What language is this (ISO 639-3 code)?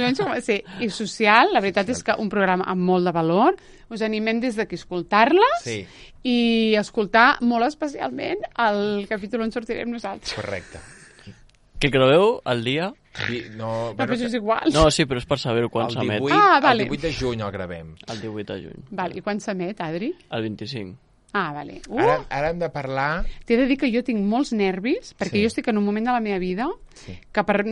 cat